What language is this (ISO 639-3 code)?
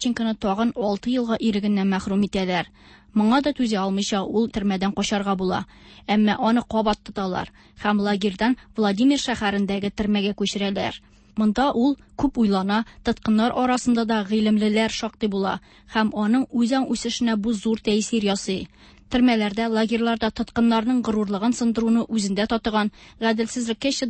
tat